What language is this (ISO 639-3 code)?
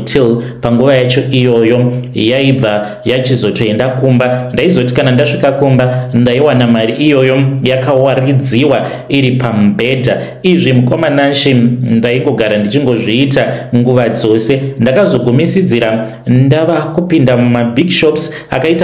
sna